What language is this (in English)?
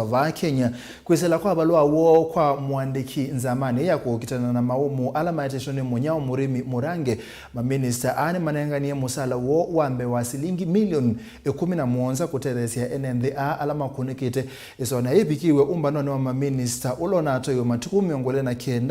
Kamba